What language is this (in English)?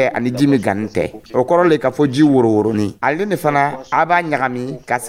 Dyula